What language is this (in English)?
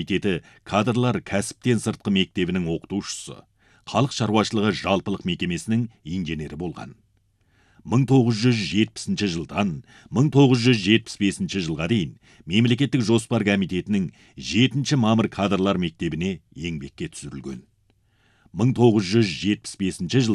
Kazakh